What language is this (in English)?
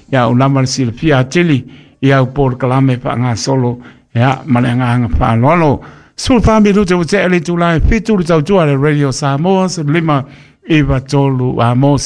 Samoan